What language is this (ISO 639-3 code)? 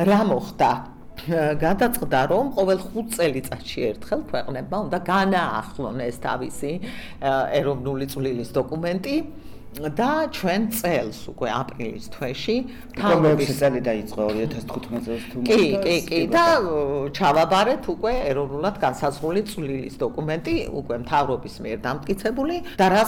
kat